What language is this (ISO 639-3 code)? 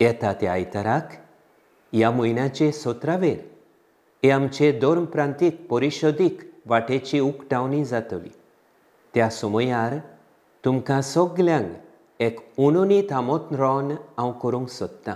kok